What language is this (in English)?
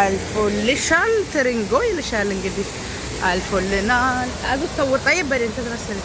Amharic